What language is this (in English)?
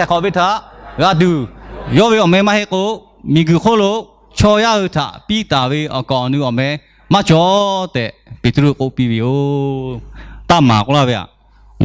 Lahu